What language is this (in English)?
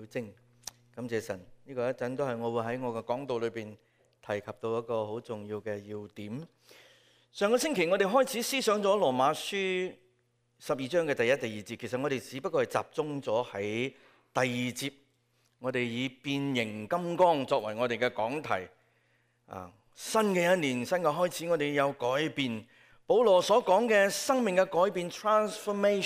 Cantonese